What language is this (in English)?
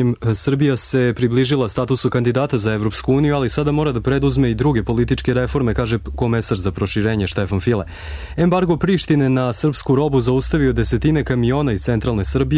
Serbian